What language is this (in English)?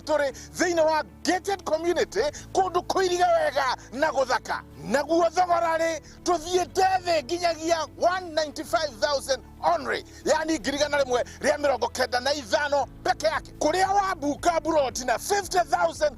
Kikuyu